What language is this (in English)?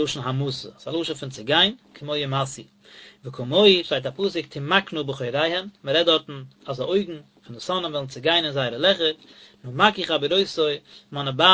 Yiddish